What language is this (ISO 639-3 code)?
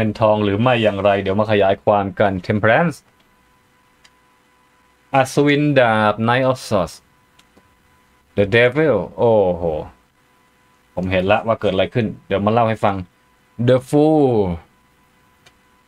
tha